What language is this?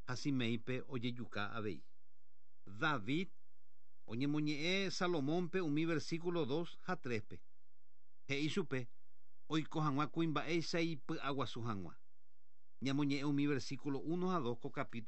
Guarani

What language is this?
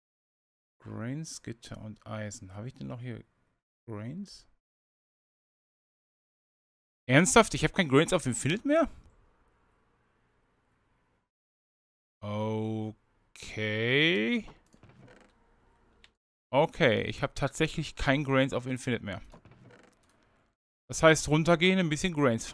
German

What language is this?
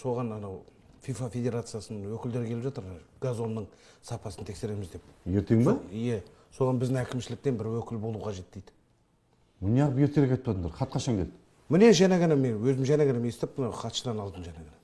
Kazakh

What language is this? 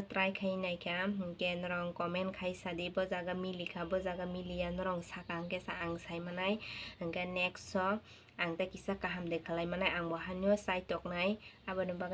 Kok Borok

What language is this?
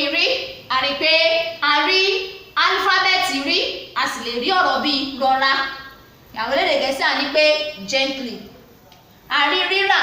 Yoruba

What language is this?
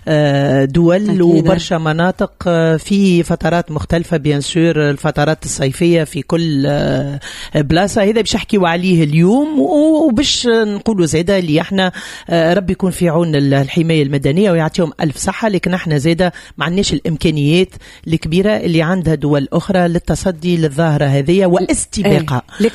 Tunisian Arabic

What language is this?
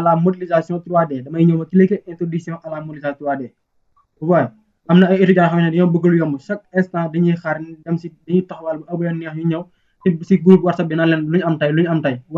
Wolof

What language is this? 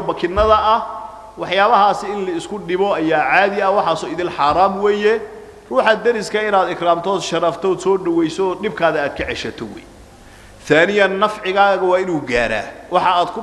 Somali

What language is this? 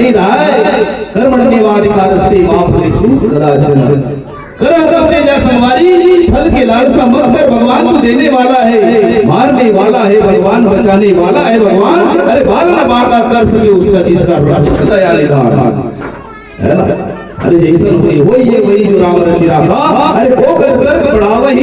Chhattisgarhi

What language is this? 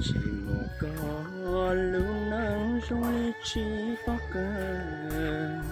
Hmong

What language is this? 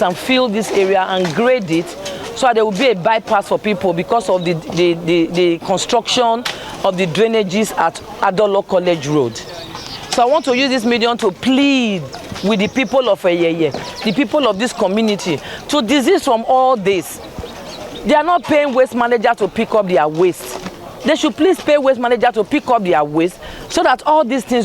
Nigerian Pidgin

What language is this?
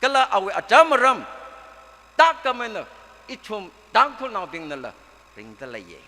Tangkhul Naga (India)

